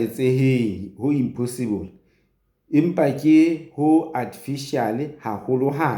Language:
Southern Sotho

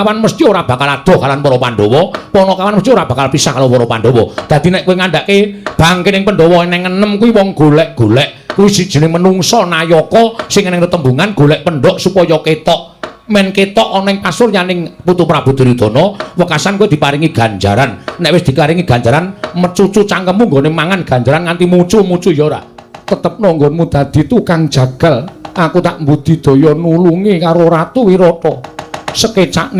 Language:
Javanese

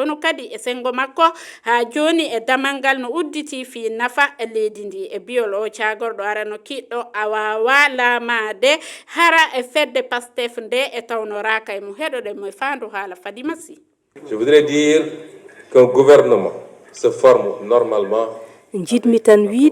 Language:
Fula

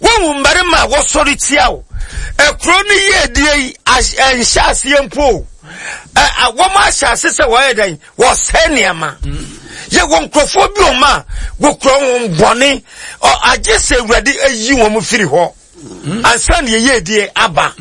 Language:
Akan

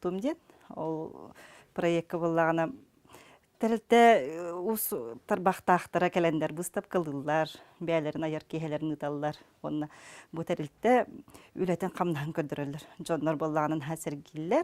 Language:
Yakut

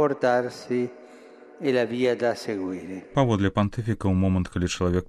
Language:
Belarusian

